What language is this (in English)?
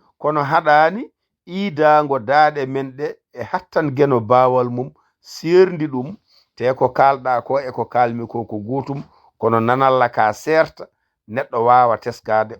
Fula